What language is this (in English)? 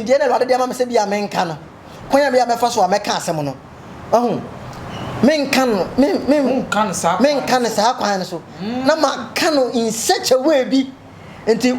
Akan